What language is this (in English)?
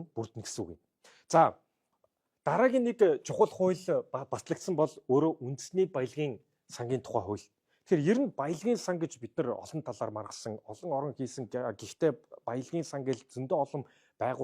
Mongolian